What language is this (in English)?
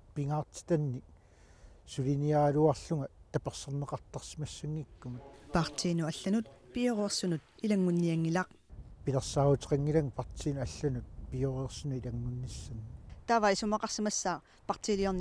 Kalaallisut